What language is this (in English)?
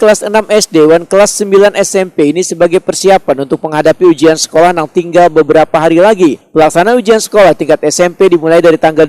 Banjar